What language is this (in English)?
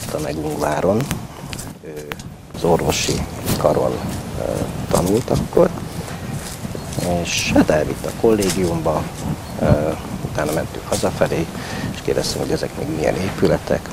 Hungarian